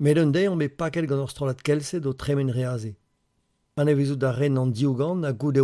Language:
Breton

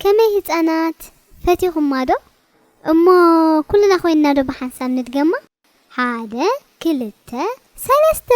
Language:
Tigrinya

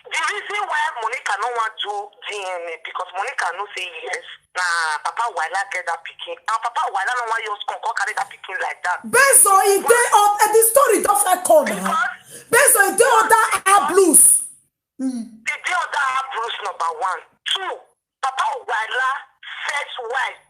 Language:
Nigerian Pidgin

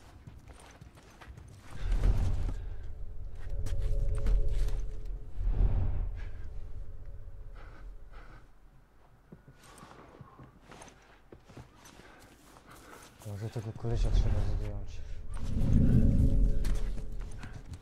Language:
Polish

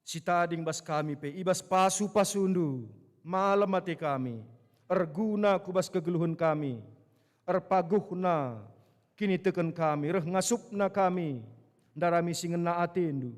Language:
Batak Karo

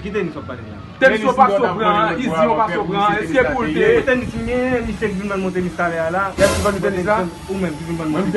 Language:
Haitian Creole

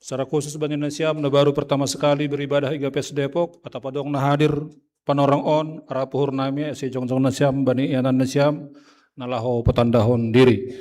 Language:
Batak Simalungun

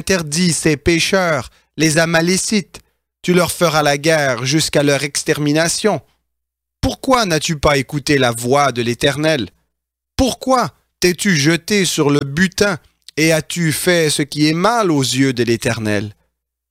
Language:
French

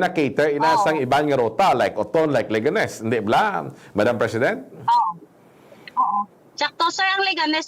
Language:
Hiligaynon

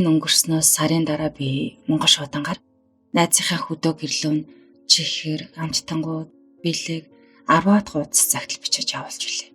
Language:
Mongolian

